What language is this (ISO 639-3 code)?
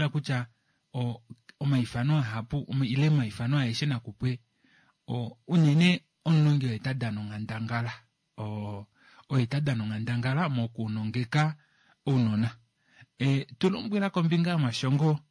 kua